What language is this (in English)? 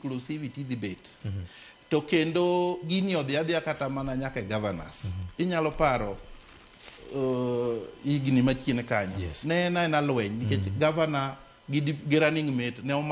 Luo (Kenya and Tanzania)